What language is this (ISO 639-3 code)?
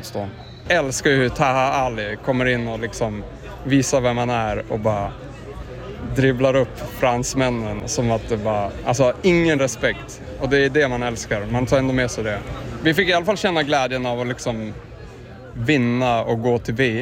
swe